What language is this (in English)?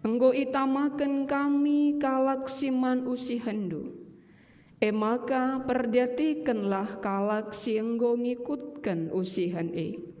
Batak Karo